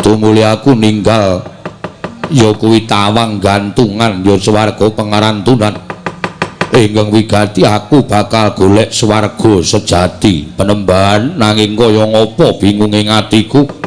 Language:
Javanese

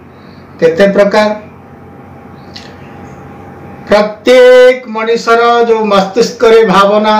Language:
Odia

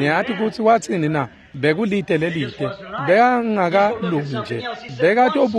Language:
Swati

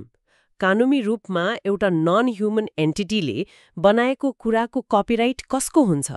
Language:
Nepali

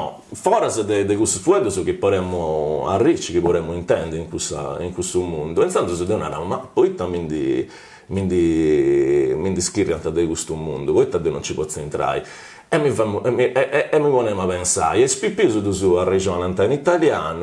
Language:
Sardinian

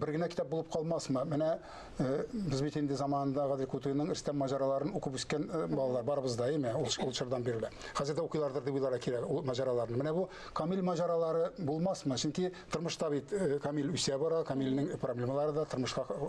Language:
Tatar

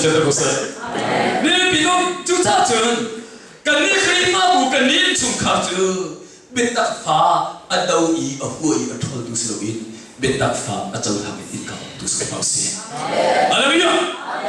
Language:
Hakha Chin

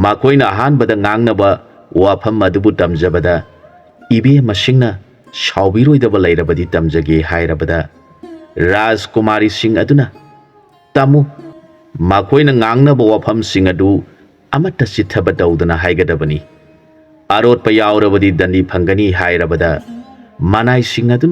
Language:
Manipuri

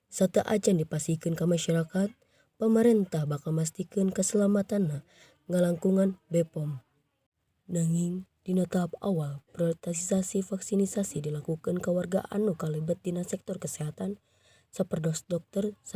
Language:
Sundanese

